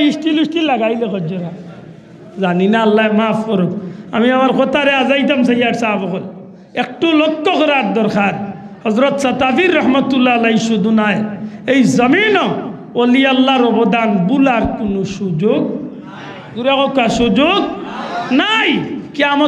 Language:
Sylheti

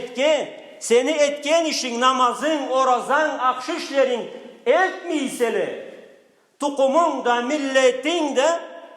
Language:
Karachay-Balkar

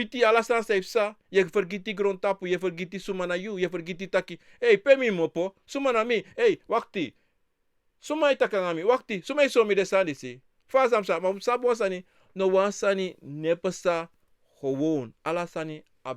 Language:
Sranan Tongo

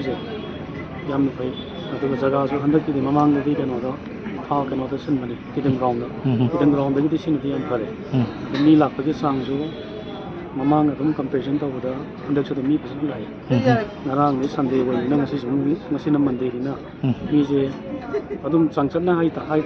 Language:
Manipuri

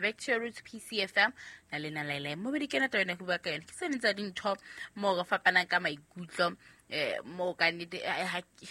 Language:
Southern Sotho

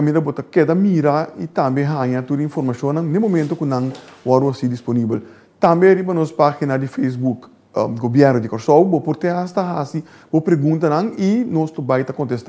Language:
Papiamento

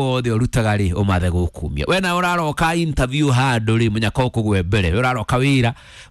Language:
Kikuyu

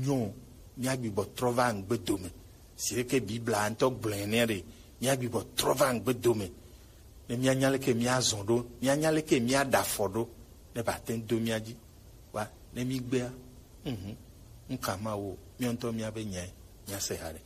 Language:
Gen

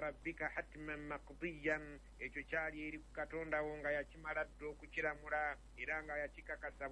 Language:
Ganda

